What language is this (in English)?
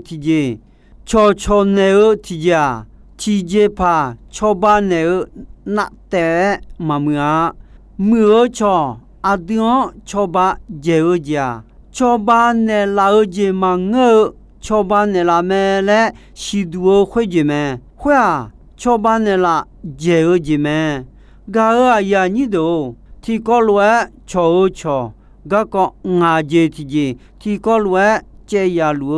Akha